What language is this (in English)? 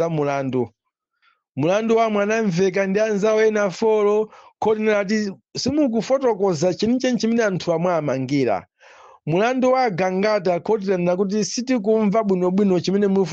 Nyanja